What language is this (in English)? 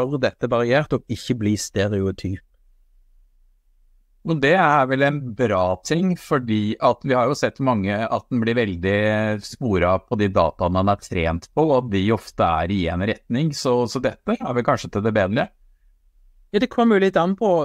Norwegian